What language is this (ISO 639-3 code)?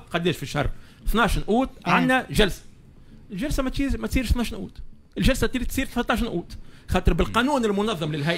aeb